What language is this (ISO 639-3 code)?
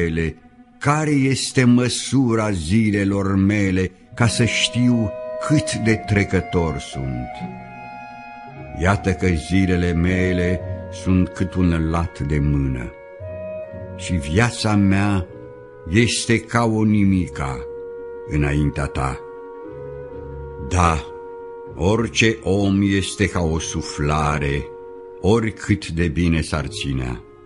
ron